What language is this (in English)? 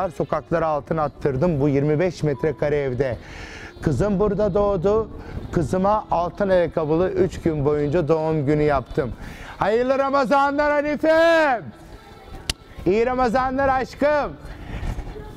Turkish